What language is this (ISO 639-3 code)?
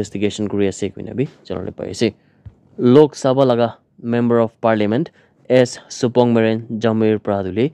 nag